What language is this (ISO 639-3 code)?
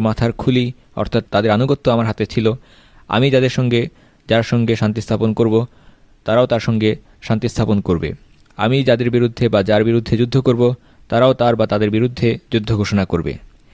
ben